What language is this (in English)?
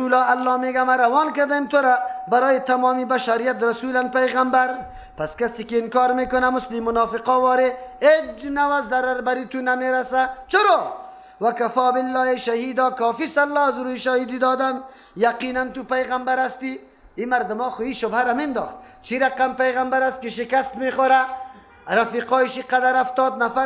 Persian